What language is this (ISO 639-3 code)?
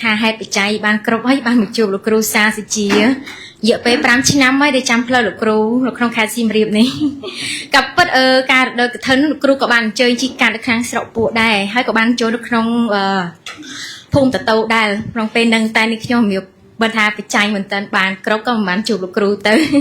khm